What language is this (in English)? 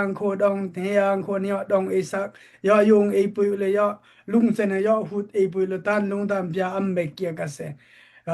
Daai Chin